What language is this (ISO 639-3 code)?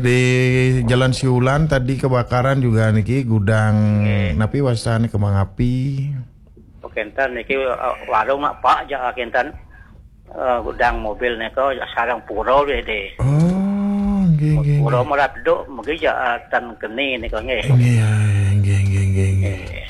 ban